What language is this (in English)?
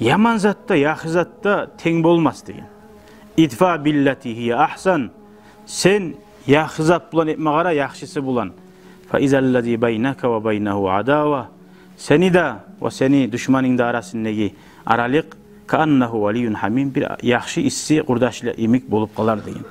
Kumyk